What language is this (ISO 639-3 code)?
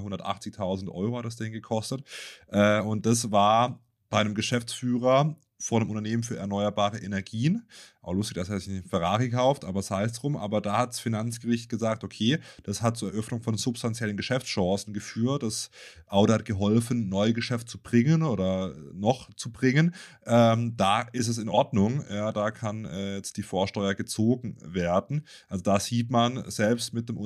deu